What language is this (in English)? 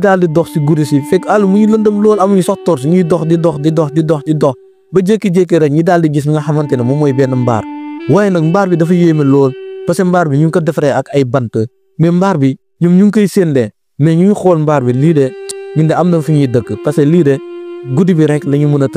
Wolof